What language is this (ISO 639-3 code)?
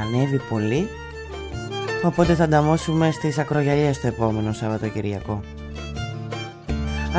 ell